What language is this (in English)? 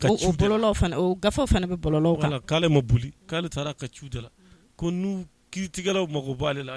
Bambara